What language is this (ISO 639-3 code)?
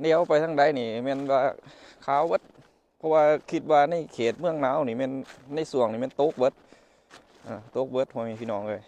lao